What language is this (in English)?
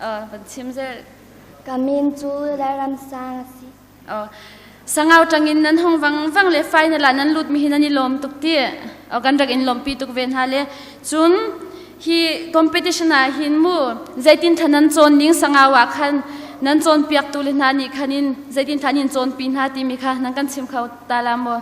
Hakha Chin